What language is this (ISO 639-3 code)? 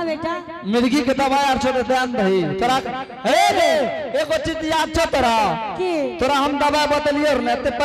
anp